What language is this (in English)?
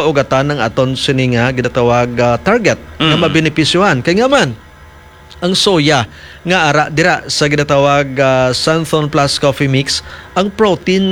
Hiligaynon